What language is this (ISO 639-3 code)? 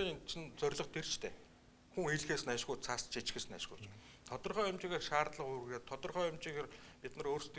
mon